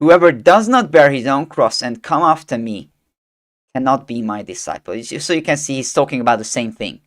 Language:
English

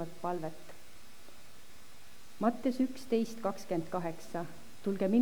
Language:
Estonian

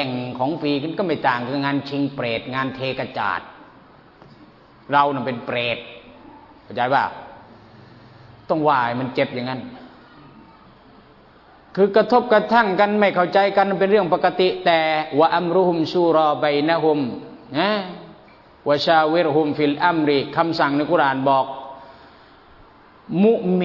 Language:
Thai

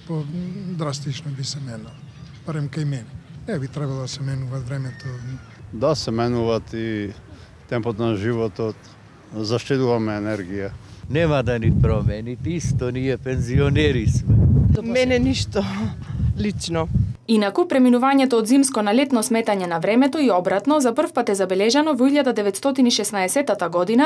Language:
Macedonian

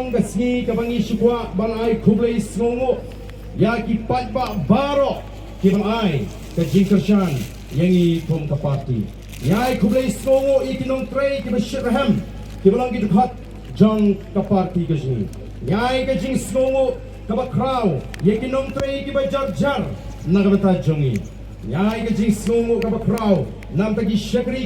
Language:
Khasi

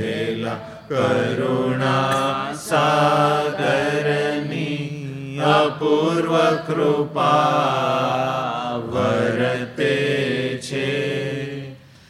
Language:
Gujarati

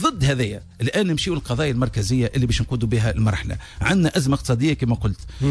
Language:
Tunisian Arabic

